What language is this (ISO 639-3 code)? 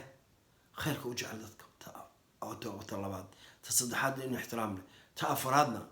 som